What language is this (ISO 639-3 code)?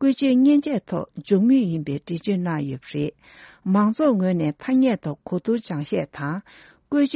bod